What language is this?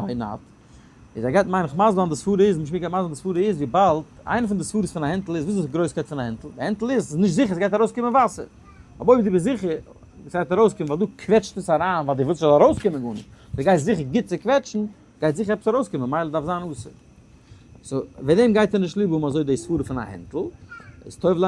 Yiddish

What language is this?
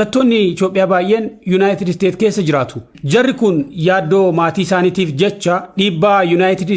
Oromo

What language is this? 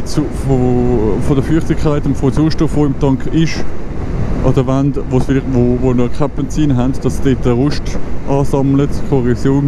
Swiss German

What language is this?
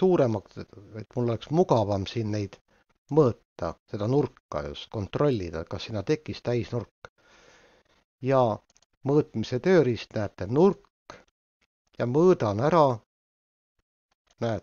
Estonian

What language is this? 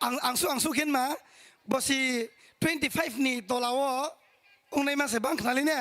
Kok Borok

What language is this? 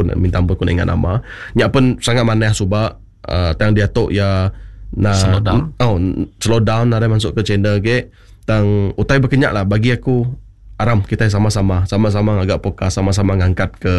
Iban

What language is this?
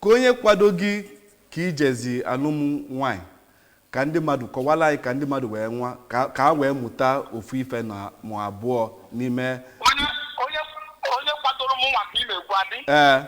Igbo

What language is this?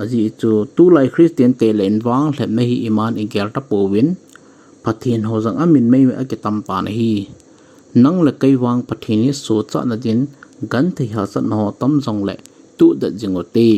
Thado Chin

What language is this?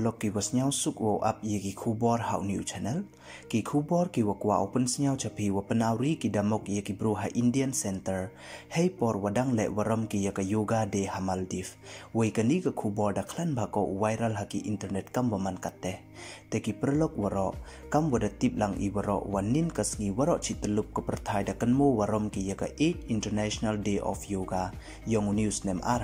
Pnar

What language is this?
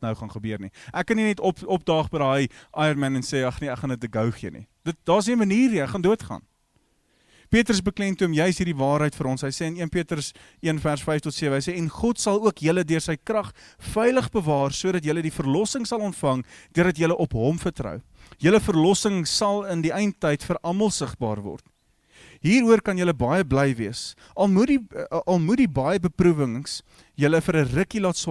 Afrikaans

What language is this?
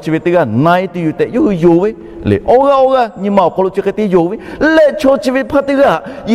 Lahu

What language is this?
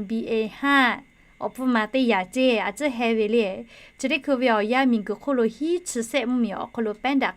Lahu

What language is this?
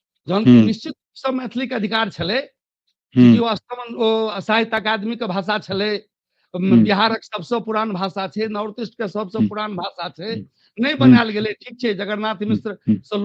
Maithili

